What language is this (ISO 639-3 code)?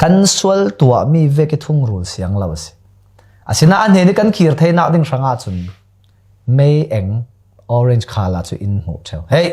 cfm